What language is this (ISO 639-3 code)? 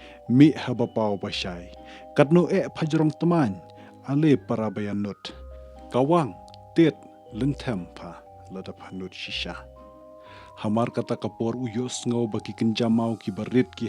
kha